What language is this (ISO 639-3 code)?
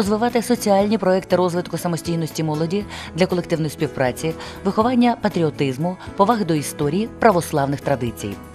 ukr